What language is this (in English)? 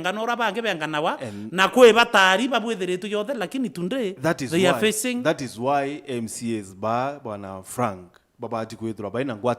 Meru